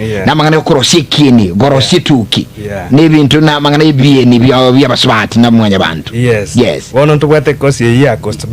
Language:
Gusii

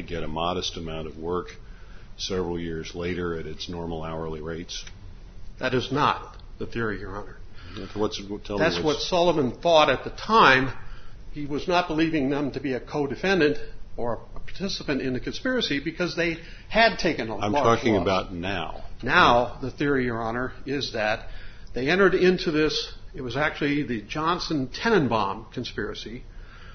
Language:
English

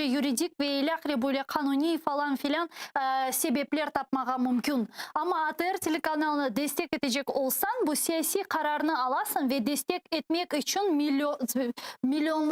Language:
Crimean Tatar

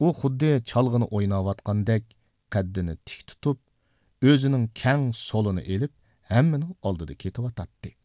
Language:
Uyghur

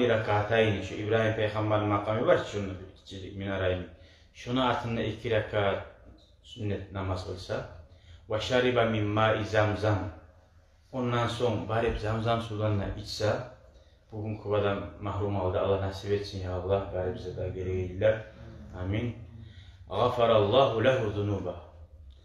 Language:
Kumyk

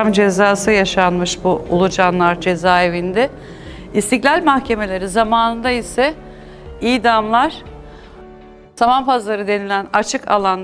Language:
Turkish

